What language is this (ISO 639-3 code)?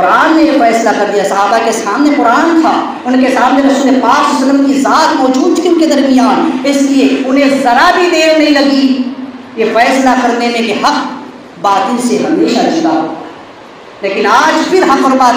urd